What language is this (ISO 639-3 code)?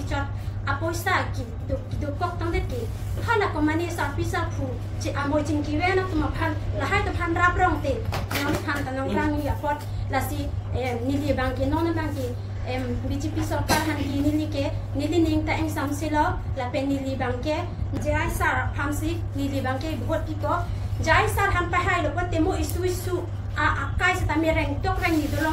mjw